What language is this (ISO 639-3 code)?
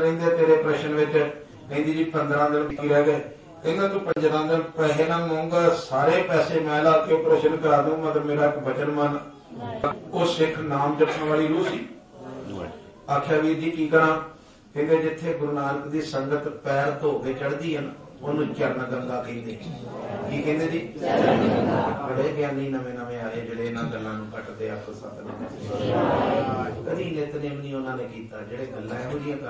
pan